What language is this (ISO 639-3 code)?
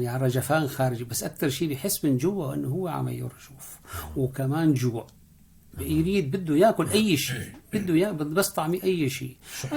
apc